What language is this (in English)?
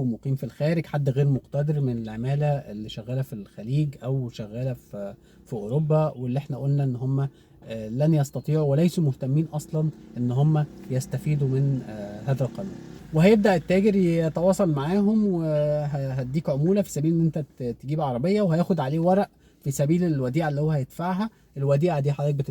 Egyptian Arabic